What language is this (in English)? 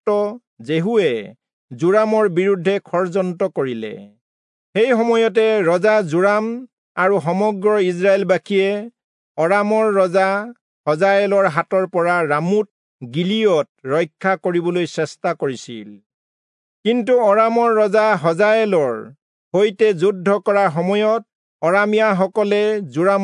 Assamese